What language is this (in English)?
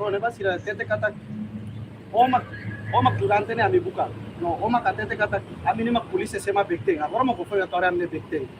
Tetum